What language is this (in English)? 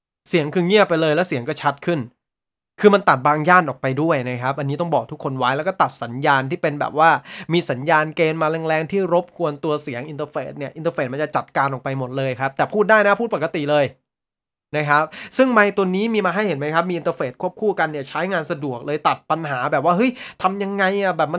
Thai